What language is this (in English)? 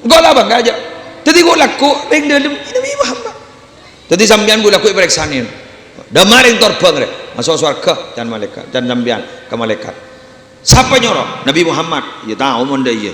Madurese